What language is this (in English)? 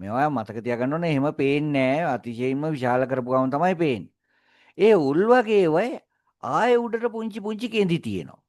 Sinhala